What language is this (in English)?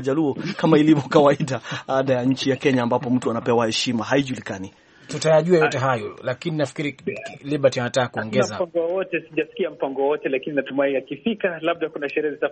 Swahili